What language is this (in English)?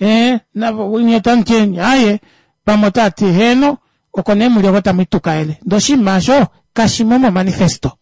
Kuanyama